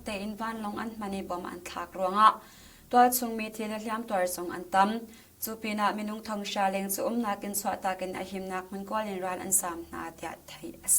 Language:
Hakha Chin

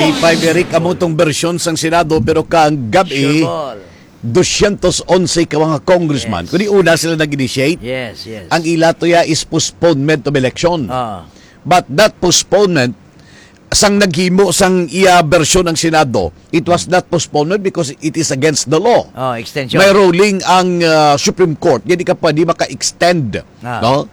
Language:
Hiligaynon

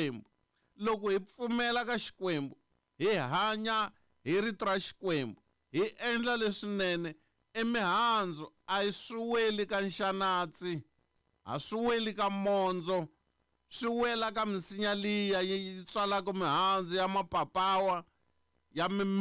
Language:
Tsonga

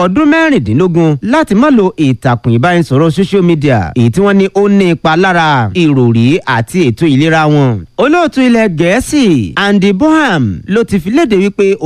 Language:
Yoruba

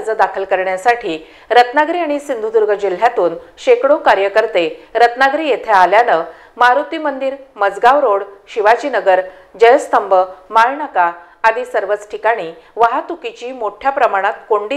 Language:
Marathi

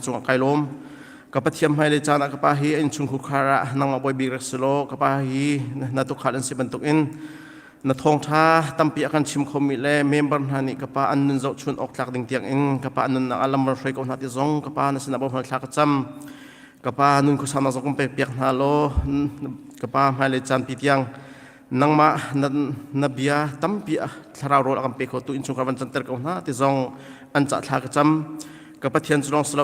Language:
Hakha Chin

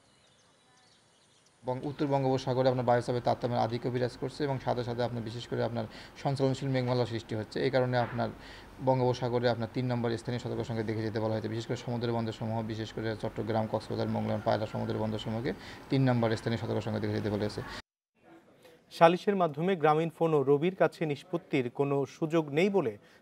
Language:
Bangla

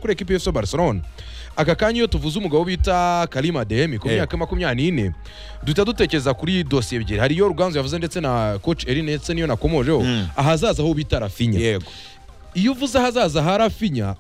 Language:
Kinyarwanda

